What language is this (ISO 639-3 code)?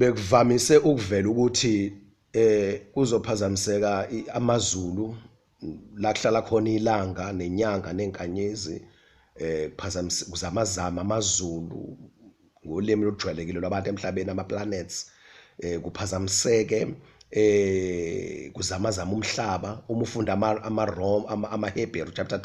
zul